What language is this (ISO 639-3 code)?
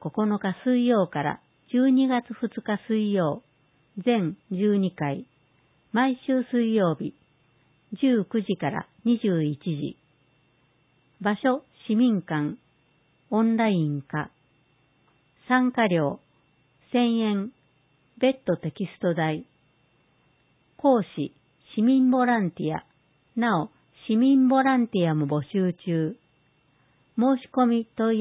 jpn